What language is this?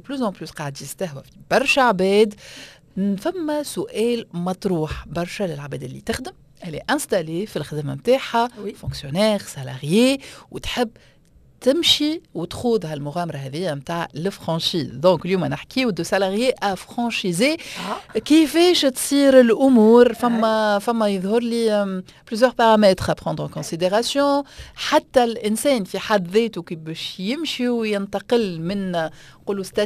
Tunisian Arabic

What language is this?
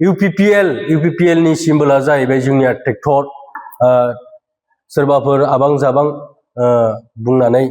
Bodo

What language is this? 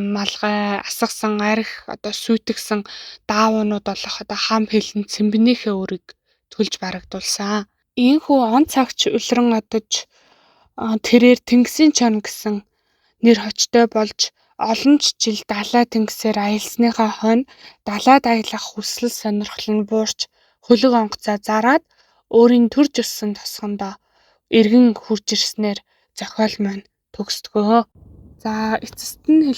Mongolian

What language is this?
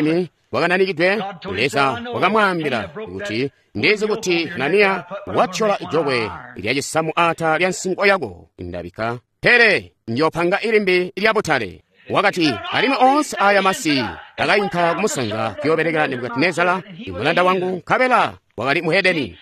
Tonga (Zambia)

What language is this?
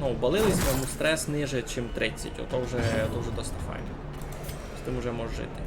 Rusyn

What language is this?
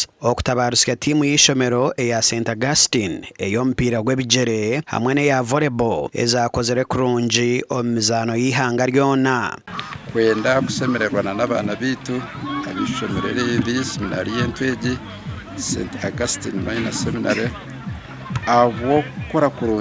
Nyankole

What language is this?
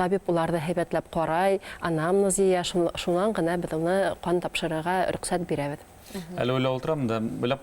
Bashkir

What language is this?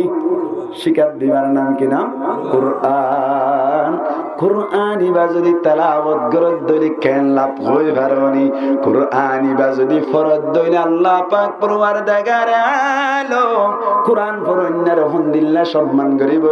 Rohingya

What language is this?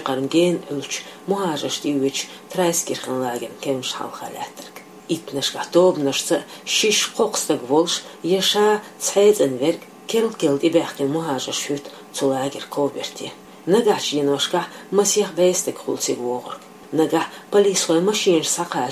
Chechen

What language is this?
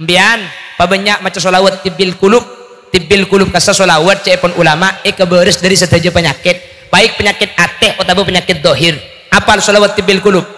Madurese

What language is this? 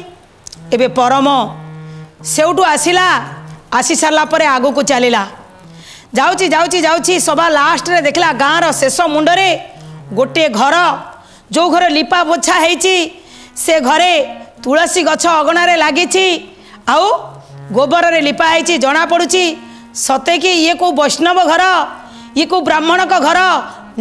Odia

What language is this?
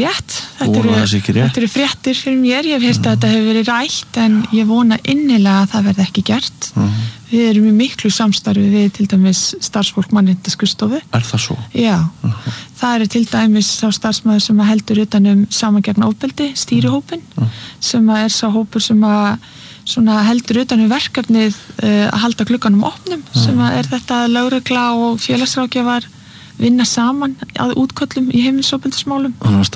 Icelandic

